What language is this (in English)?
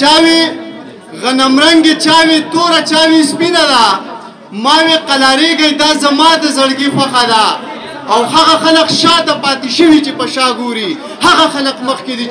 Pashto